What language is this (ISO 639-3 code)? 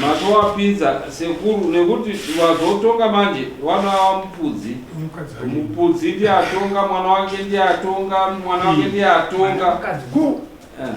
sna